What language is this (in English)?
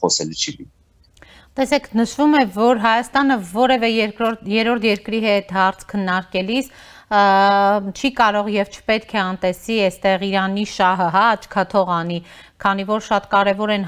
Armenian